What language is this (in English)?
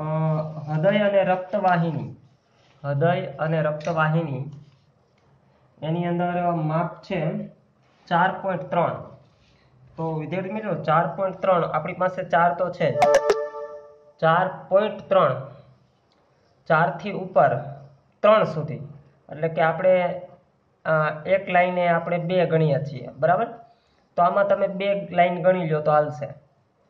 Gujarati